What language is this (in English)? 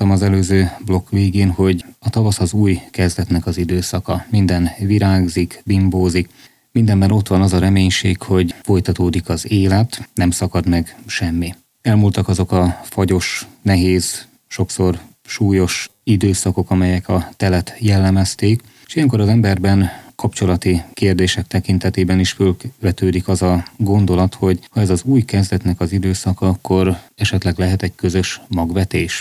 Hungarian